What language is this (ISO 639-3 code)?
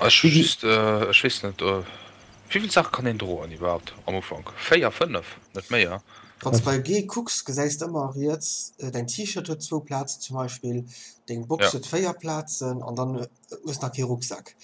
ltz